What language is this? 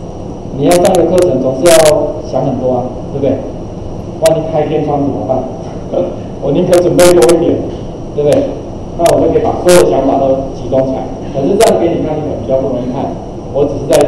Chinese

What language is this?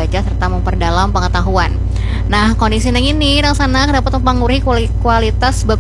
Banjar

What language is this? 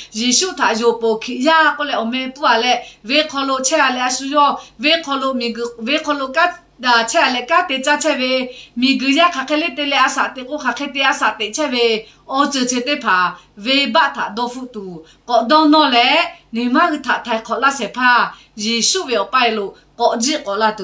Lahu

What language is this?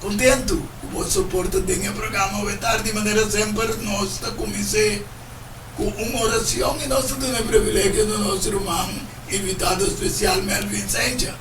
Papiamento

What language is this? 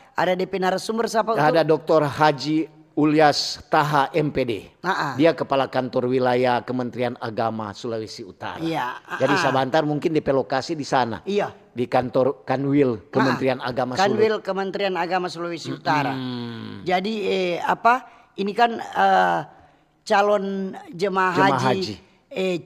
Manado Malay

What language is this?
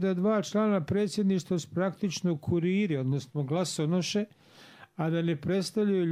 Bosnian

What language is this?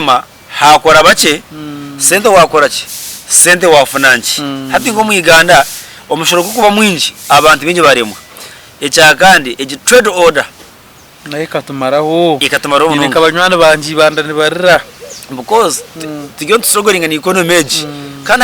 Nyankole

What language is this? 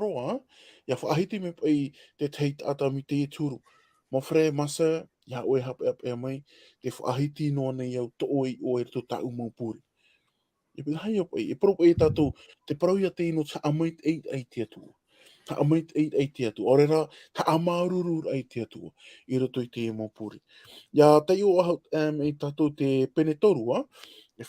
Tahitian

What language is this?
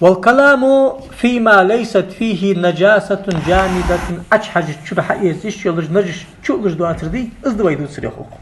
Ingush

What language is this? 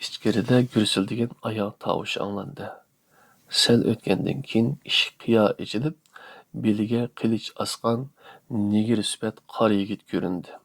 Uyghur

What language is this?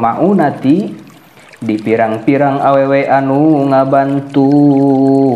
Sundanese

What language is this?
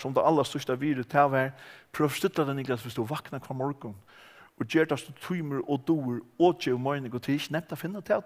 Faroese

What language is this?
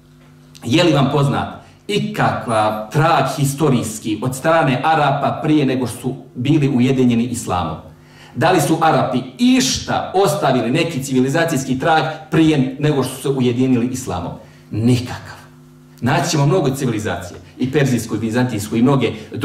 Bosnian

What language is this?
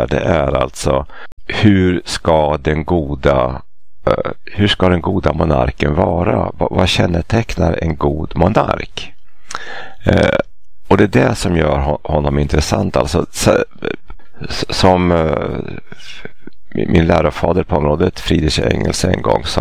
Swedish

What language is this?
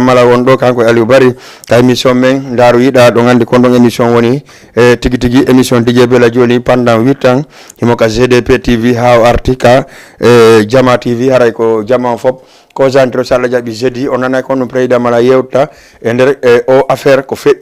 Fula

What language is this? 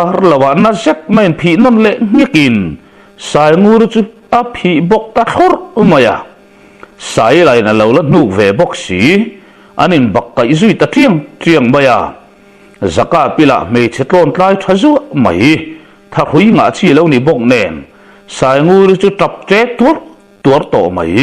Mizo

